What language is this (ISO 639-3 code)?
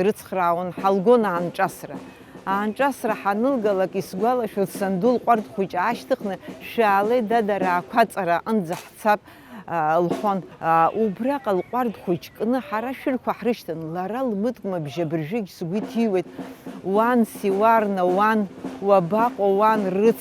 abk